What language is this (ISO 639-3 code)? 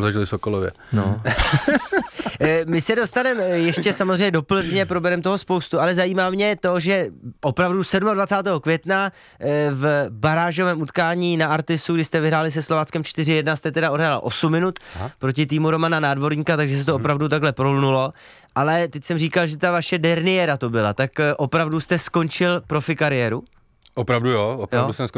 ces